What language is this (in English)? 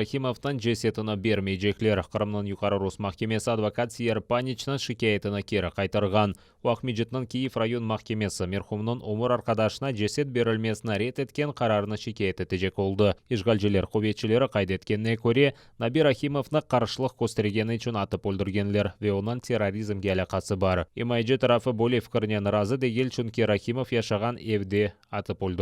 Crimean Tatar